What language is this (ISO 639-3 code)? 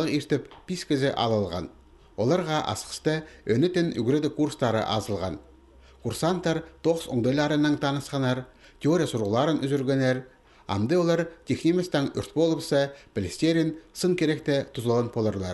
kjh